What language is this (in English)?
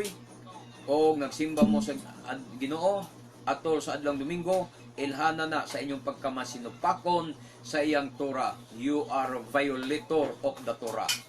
Cebuano